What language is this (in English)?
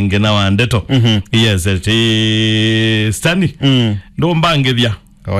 Kamba